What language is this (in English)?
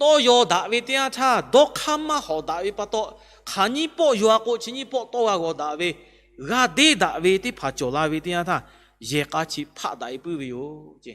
Lahu